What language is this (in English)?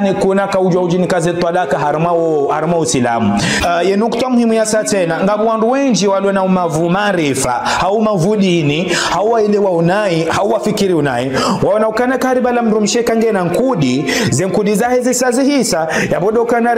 Ngazidja Comorian